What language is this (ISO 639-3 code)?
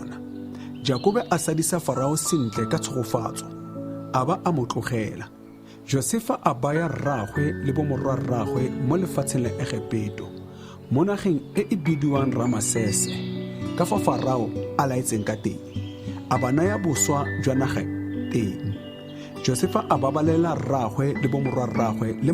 tsn